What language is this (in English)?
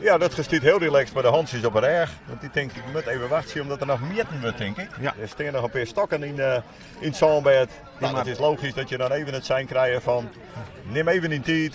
Western Frisian